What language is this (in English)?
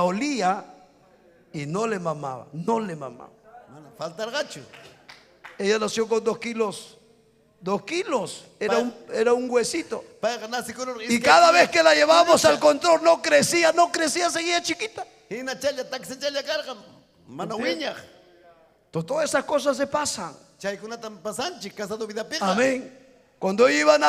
Ayacucho Quechua